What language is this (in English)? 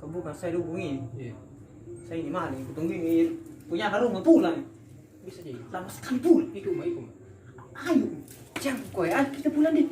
Makassar Malay